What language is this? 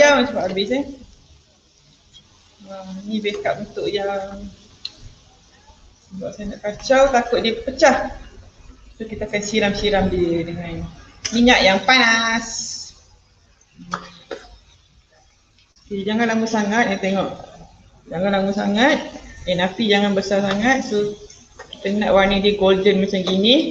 Malay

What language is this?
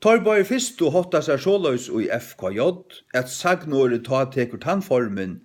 Faroese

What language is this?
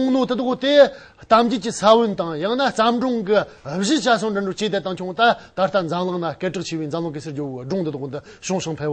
Amdo Tibetan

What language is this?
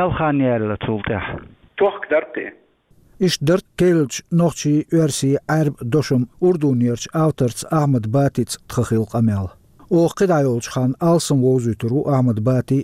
Chechen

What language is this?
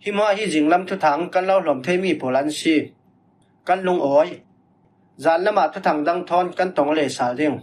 Falam Chin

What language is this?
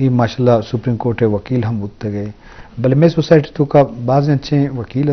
Eastern Balochi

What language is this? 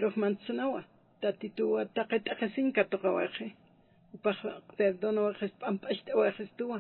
Aymara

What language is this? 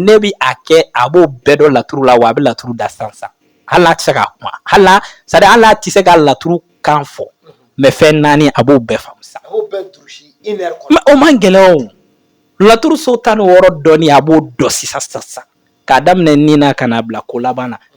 Bambara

